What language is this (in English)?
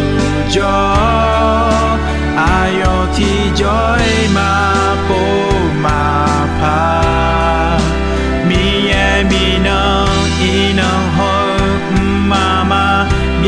Akha